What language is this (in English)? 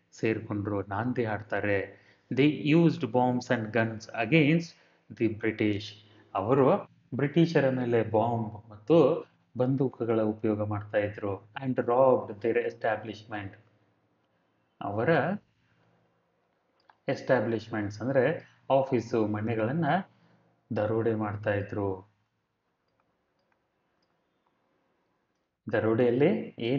Kannada